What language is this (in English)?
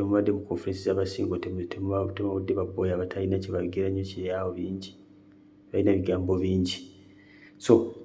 Ganda